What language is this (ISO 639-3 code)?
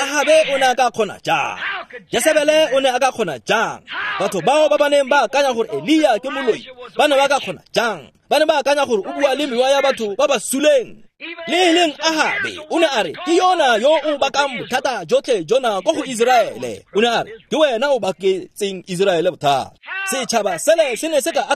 tsn